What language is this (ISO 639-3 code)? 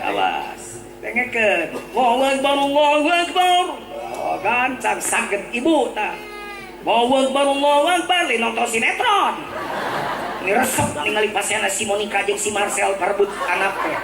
sun